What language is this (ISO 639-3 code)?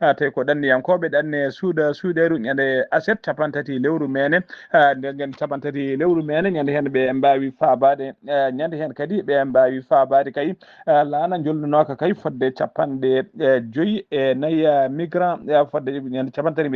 ful